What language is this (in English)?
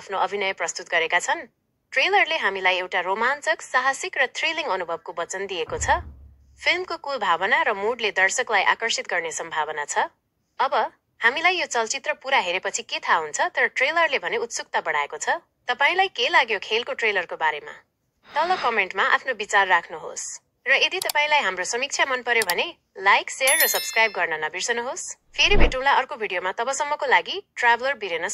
Nepali